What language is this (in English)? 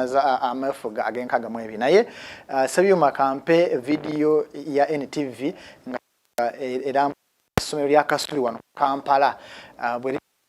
Ganda